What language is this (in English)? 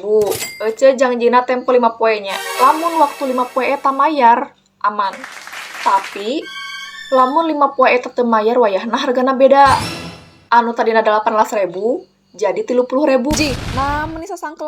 Sundanese